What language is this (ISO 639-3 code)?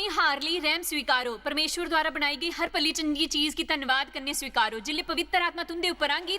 doi